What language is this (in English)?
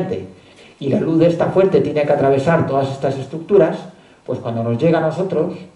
Spanish